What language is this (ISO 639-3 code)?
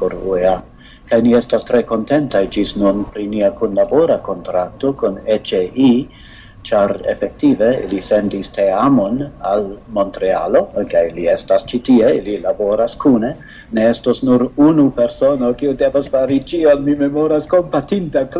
epo